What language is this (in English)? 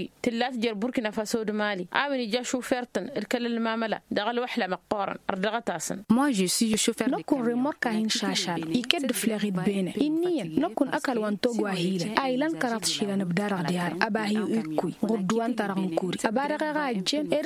Tamasheq